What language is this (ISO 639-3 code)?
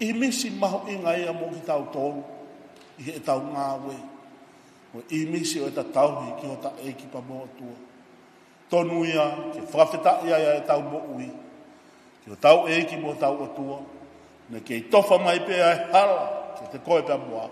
ton